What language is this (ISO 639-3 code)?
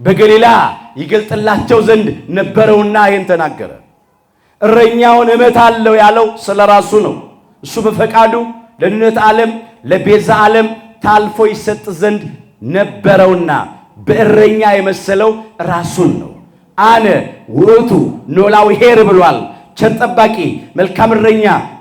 amh